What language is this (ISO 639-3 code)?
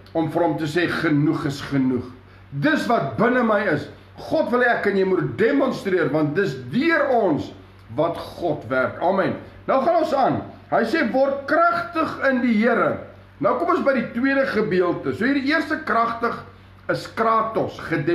afr